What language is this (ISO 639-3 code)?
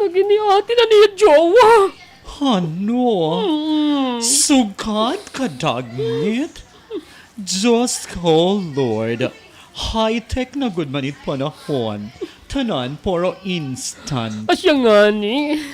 war